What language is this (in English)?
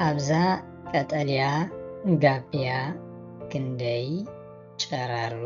Tigrinya